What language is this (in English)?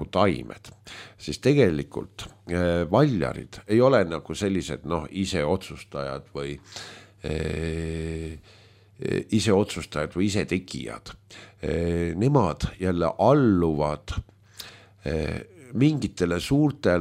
Estonian